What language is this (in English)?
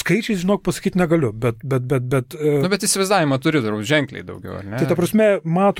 Lithuanian